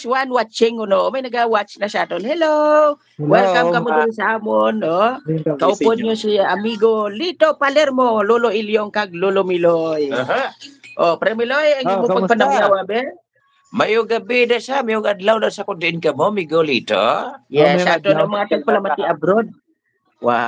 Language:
Hiligaynon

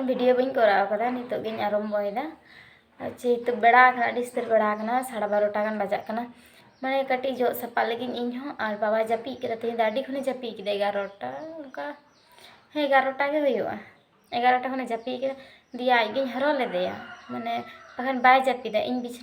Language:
Santali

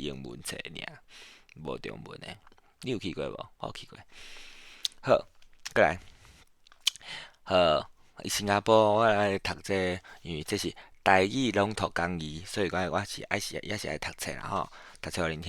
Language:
Min Nan Chinese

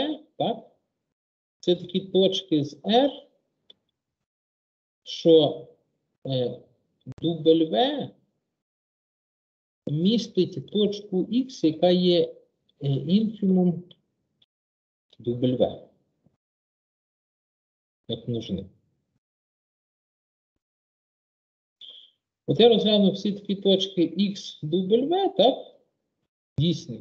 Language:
Ukrainian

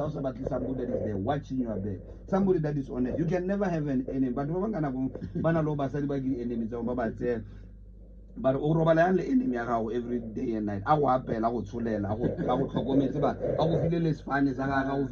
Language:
Tswana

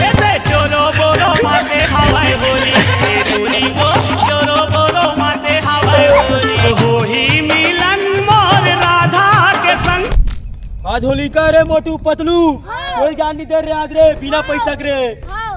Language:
Chhattisgarhi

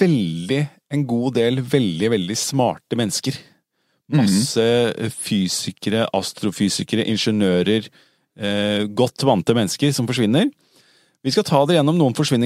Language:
Norwegian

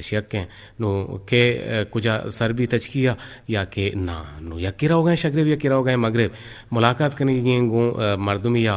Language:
Eastern Balochi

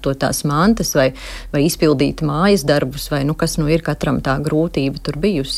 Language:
Latvian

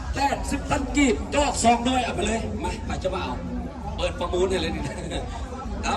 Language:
Lao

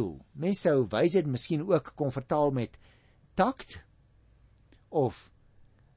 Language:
Afrikaans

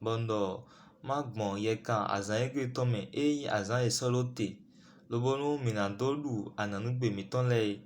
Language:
Fon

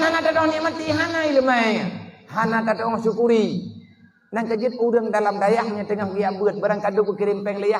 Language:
Achinese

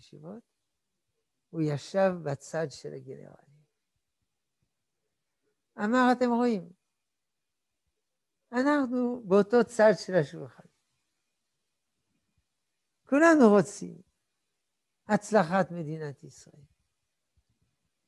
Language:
Hebrew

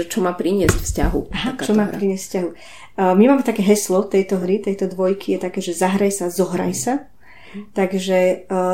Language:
Slovak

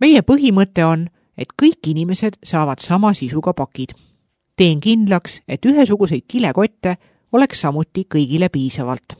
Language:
Estonian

